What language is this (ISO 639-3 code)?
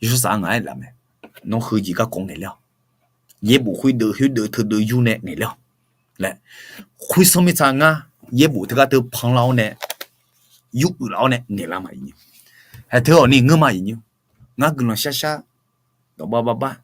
ahk